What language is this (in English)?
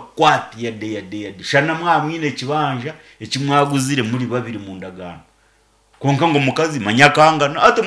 Nyankole